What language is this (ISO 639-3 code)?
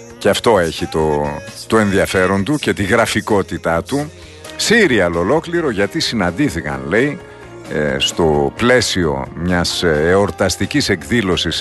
ell